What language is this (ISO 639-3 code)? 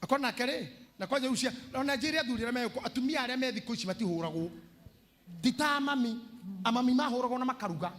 kik